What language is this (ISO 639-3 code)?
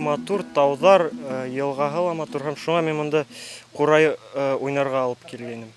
bak